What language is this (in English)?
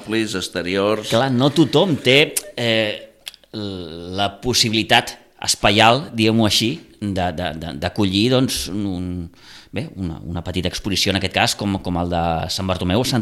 Catalan